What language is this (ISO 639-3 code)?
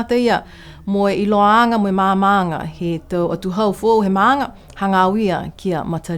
niu